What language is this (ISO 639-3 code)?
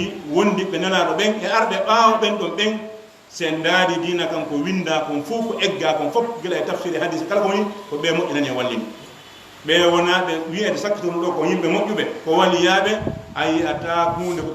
ful